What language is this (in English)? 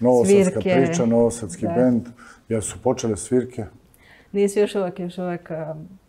Serbian